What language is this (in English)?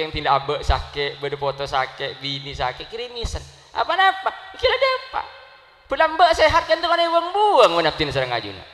Madurese